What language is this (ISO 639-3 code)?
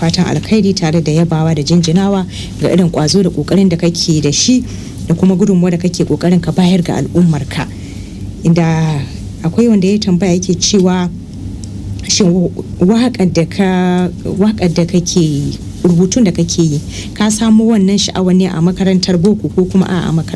hau